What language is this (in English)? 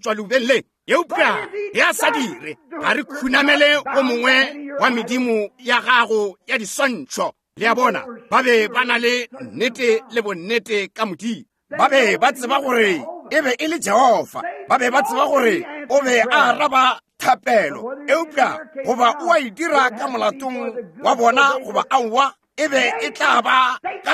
Northern Sotho